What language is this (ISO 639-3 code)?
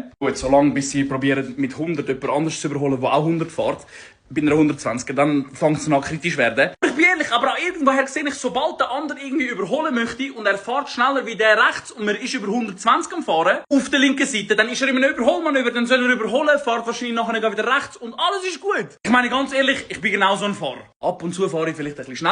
gsw